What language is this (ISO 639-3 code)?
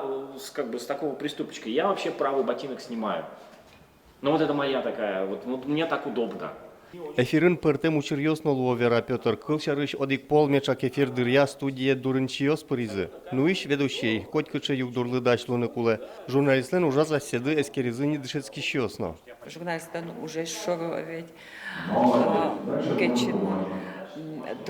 udm